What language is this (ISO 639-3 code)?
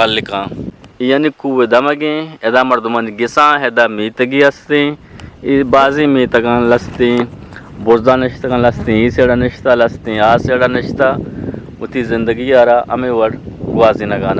bgp